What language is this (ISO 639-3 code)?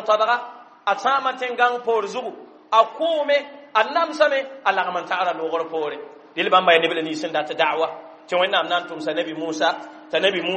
mos